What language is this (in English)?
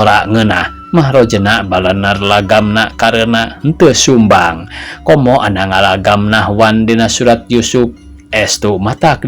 Sundanese